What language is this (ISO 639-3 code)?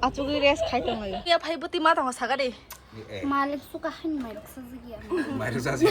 trp